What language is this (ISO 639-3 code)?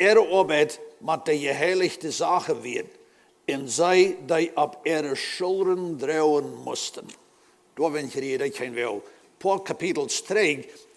pdt